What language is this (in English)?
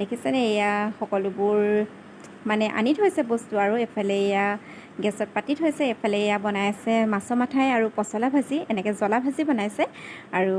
Assamese